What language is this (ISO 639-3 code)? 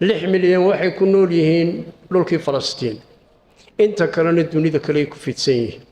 som